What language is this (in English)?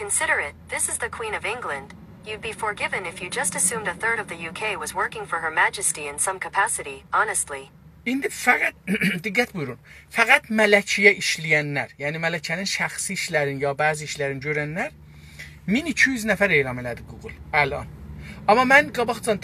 South Azerbaijani